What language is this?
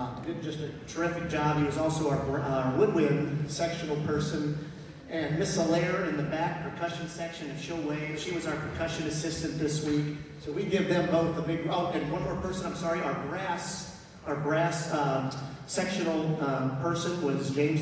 English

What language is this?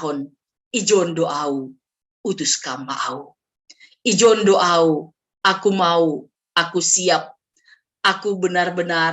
Batak Simalungun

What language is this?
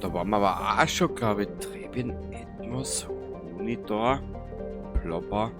Bavarian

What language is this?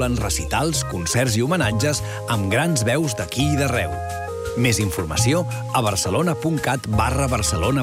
Catalan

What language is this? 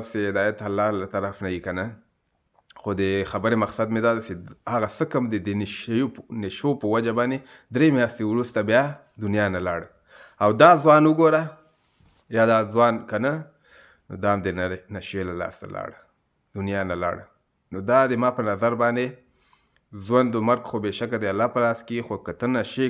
Pashto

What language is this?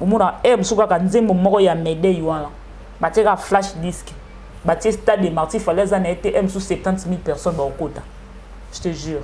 Lingala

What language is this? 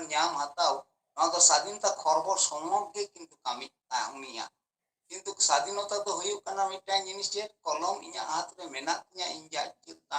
Santali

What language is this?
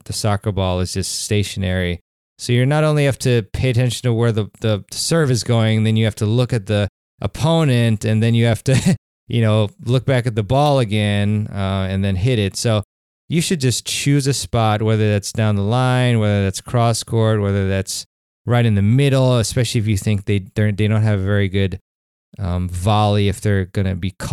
English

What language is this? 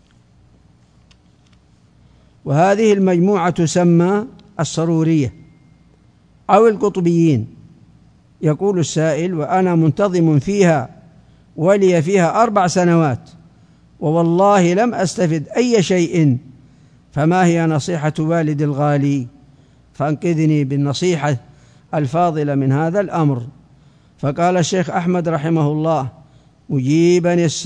Arabic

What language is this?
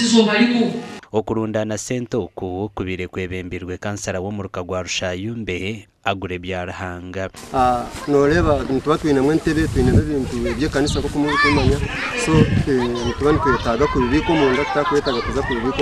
Nyankole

